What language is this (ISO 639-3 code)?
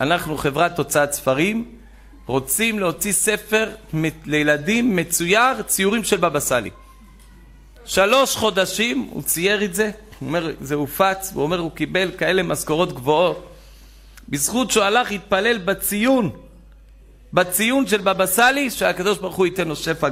heb